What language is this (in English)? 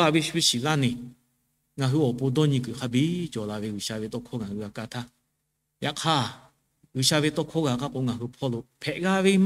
Lahu